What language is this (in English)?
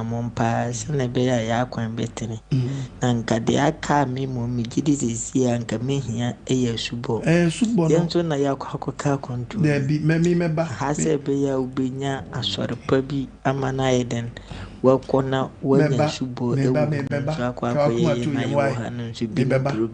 Akan